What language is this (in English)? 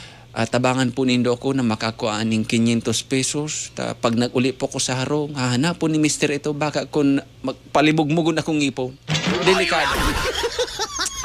Bikol